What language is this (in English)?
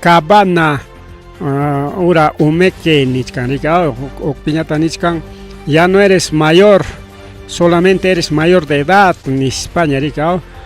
Ayacucho Quechua